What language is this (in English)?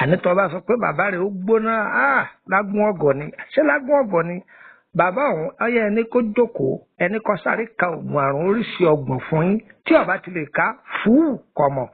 Yoruba